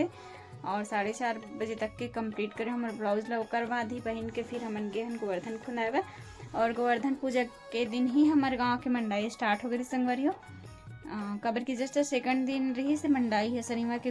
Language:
Chhattisgarhi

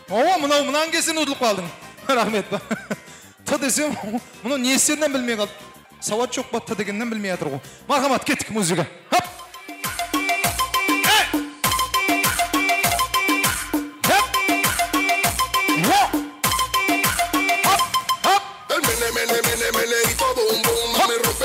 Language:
Kara-Kalpak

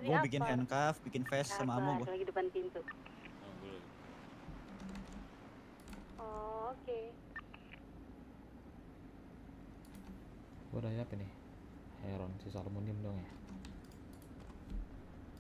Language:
Indonesian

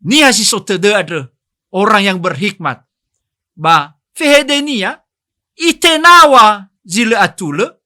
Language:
Nias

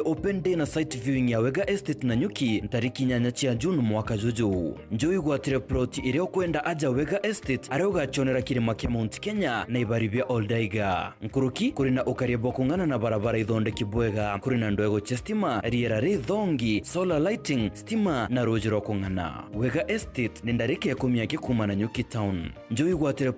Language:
Meru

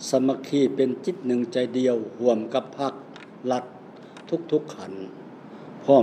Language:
Lao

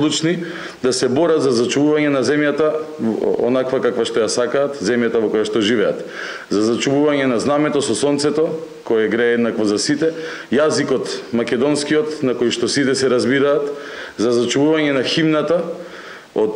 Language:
Macedonian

